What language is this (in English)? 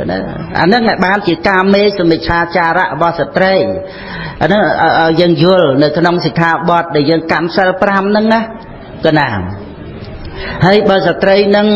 Khmer